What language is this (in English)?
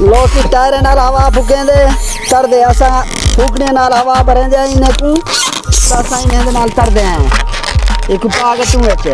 Saraiki